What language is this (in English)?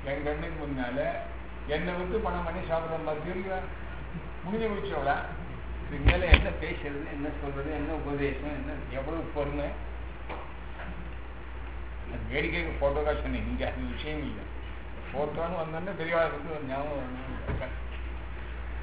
Tamil